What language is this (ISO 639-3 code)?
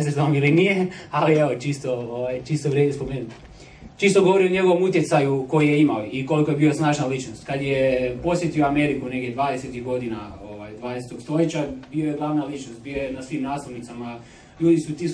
hrv